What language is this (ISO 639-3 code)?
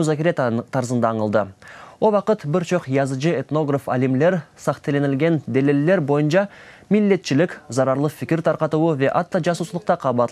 crh